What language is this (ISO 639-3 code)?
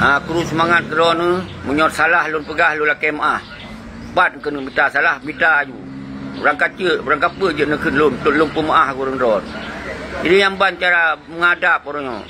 ace